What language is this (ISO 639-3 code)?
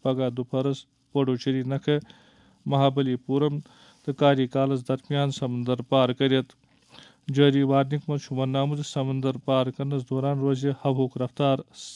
kas